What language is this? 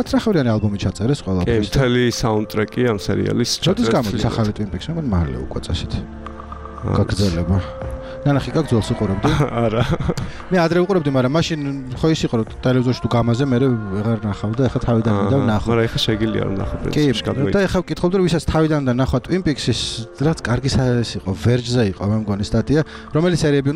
Georgian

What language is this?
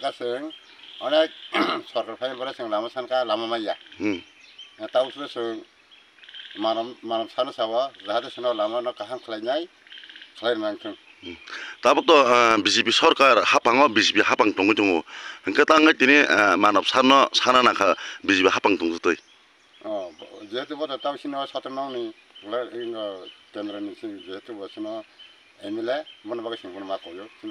Kok Borok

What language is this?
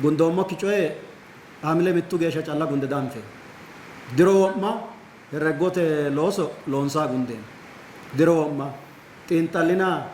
Sidamo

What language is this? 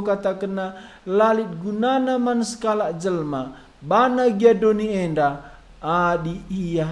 Batak Karo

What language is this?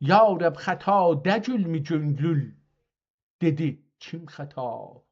South Azerbaijani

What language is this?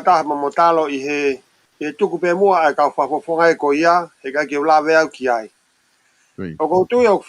Tongan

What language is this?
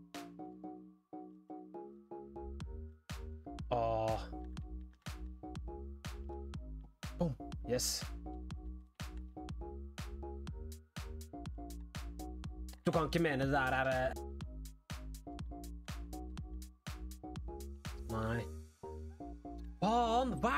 Norwegian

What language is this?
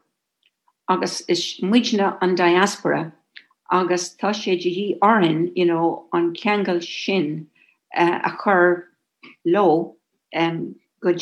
Irish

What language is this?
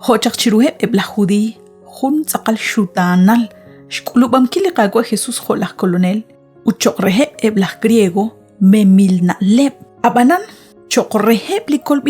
Kekchí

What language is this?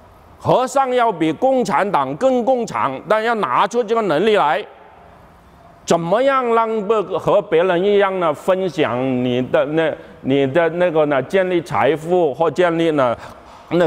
Chinese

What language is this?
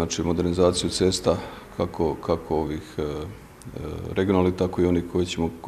Croatian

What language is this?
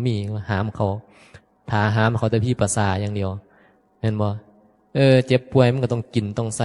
Northeastern Thai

